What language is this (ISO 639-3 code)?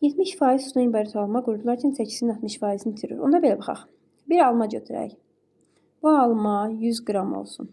aze